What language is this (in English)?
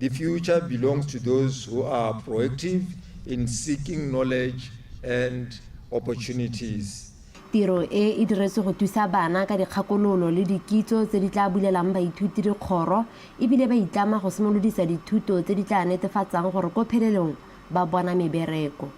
Tswana